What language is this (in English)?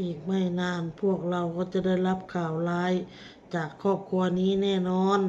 Lao